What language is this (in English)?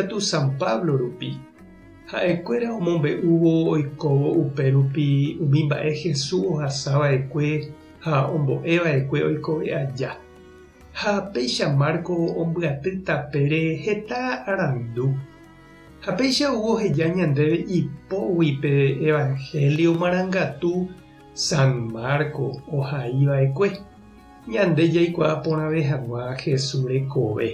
Guarani